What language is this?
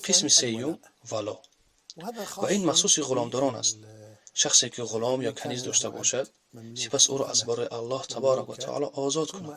Tajik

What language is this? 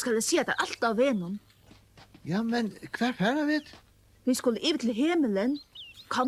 Faroese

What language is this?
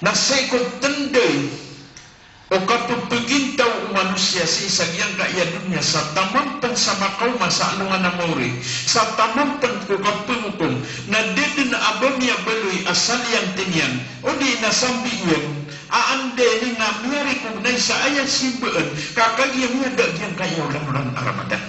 Maranao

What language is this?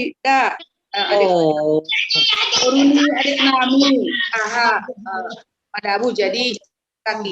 Batak Simalungun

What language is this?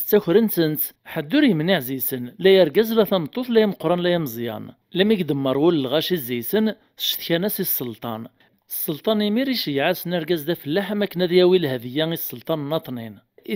Kabyle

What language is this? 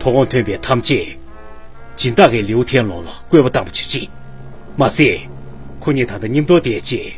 Tibetan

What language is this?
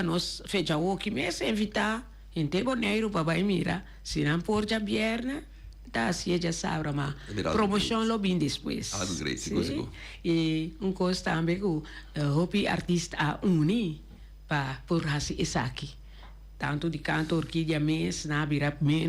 Papiamento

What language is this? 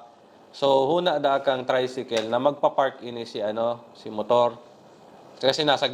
Bikol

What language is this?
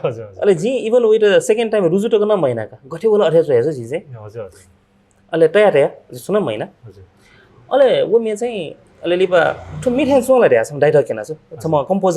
Newari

